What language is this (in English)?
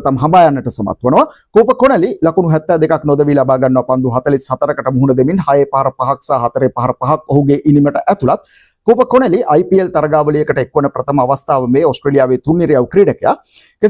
Sinhala